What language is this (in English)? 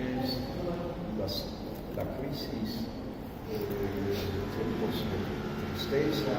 Ladino